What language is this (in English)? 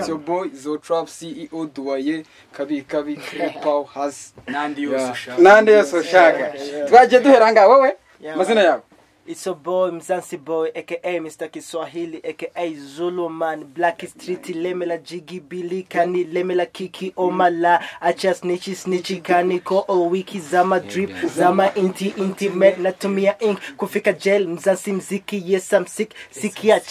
Kinyarwanda